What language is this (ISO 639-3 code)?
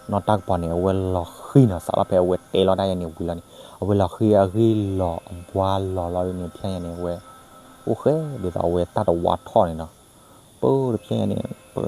ksw